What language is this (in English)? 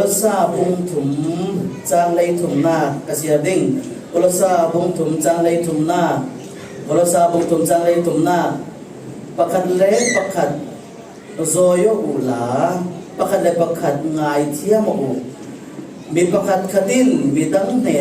Falam Chin